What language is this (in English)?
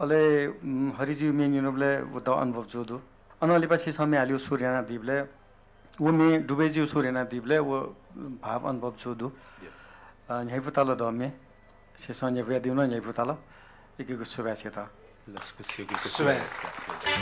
Newari